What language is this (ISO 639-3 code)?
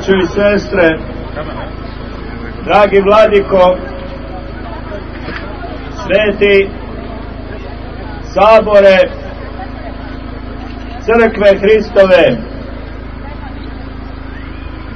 srp